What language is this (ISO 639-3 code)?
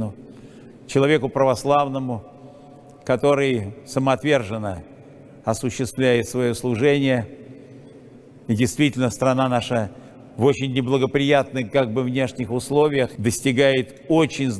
rus